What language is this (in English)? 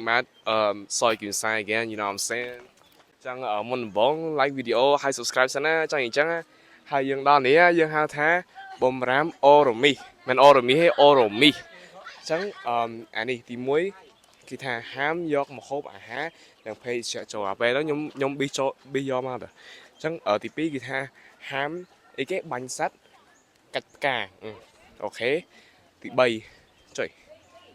Khmer